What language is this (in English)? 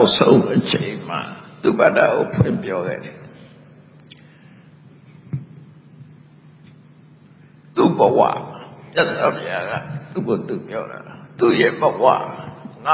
Burmese